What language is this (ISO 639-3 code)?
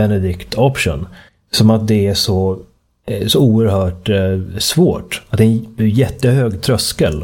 swe